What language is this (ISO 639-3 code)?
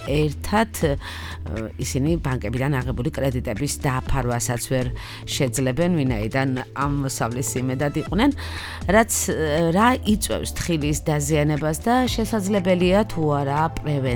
kat